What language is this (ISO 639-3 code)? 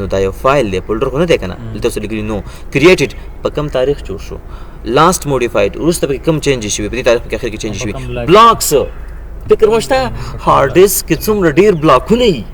pus